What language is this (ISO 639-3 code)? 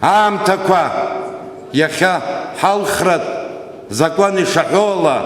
abk